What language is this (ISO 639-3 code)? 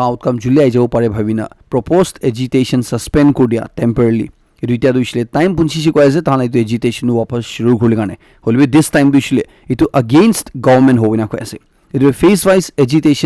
nag